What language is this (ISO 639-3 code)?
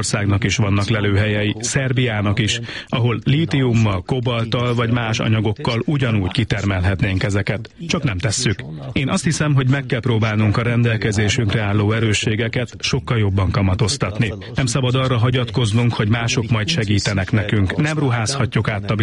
hun